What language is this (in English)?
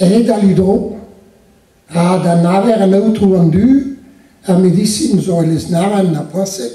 Breton